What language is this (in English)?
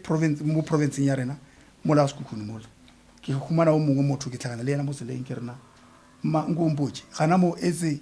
Northern Sotho